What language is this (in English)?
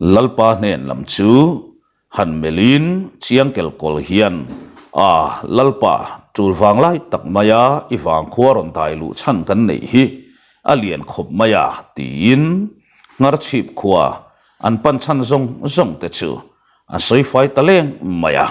Mizo